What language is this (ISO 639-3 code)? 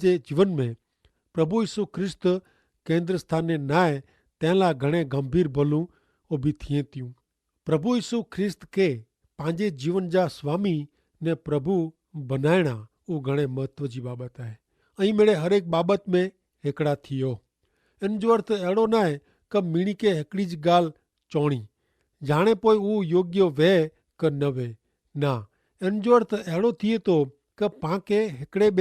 kfr